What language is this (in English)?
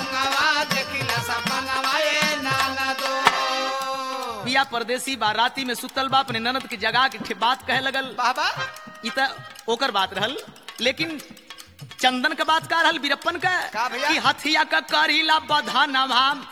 Bhojpuri